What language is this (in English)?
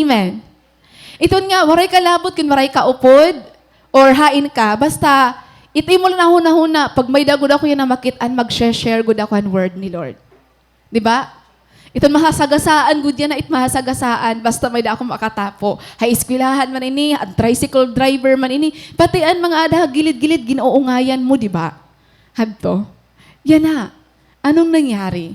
Waray